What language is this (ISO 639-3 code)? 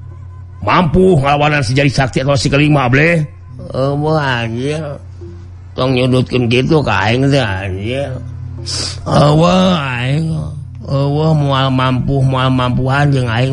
sun